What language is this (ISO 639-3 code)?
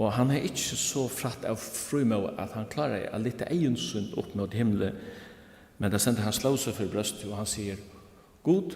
fao